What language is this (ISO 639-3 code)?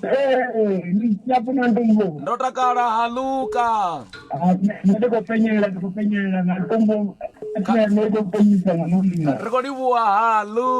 ven